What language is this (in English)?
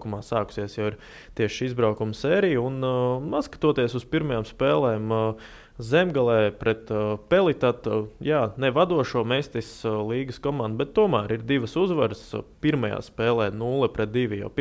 Latvian